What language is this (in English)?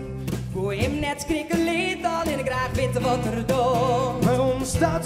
Western Frisian